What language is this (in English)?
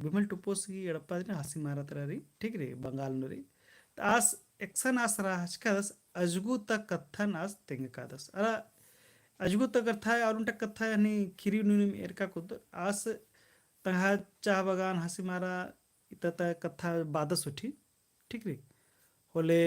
Kurukh